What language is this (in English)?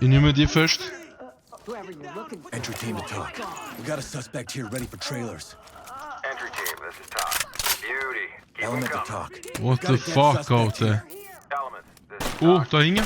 Swiss German